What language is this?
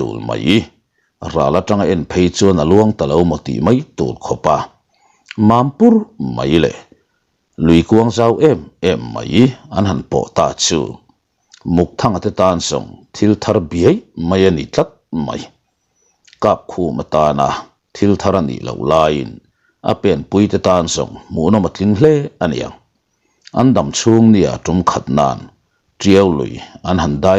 Mizo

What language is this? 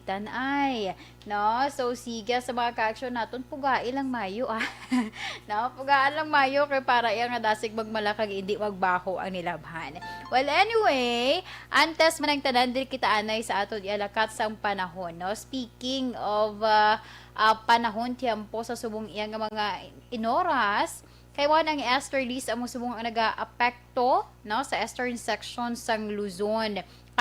Hiligaynon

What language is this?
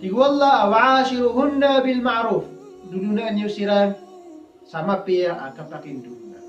Maranao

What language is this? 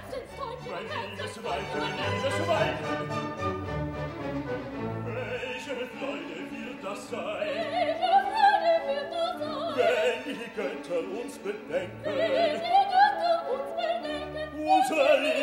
German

